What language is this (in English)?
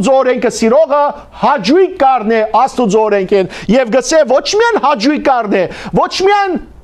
Western Armenian